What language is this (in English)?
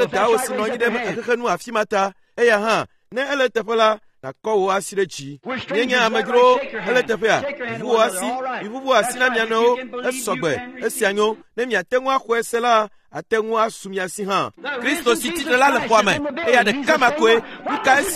Ewe